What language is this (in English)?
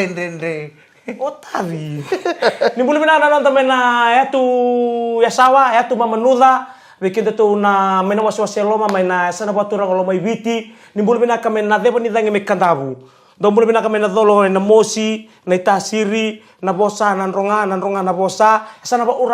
Fijian